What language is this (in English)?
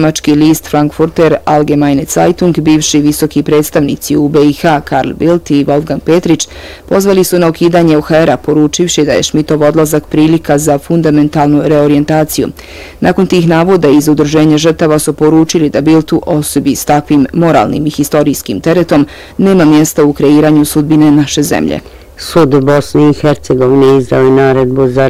Bosnian